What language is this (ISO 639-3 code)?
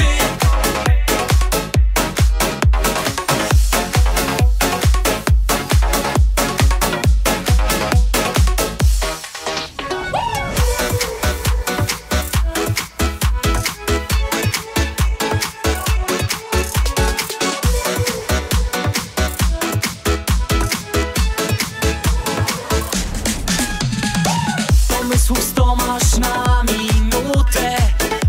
pol